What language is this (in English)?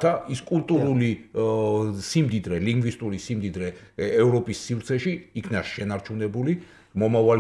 Georgian